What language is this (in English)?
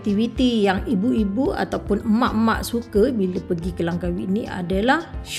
Malay